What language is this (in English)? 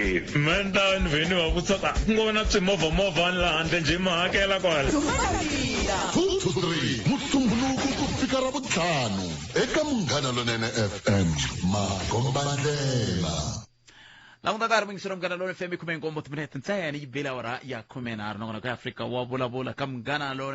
Tsonga